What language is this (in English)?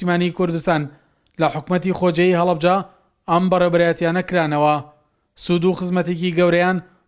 Central Kurdish